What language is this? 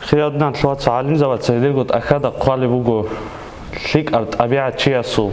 Avaric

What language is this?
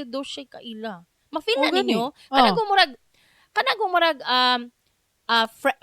Cebuano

